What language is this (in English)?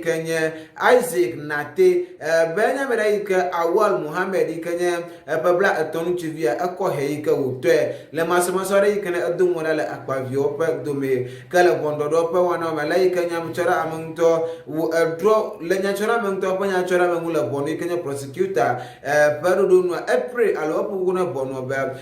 Ewe